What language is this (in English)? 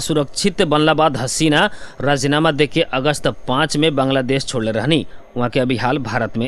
Bhojpuri